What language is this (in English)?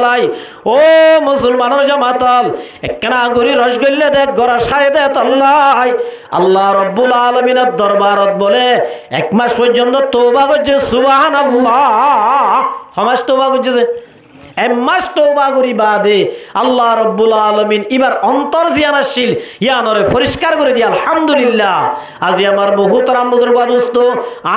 Rohingya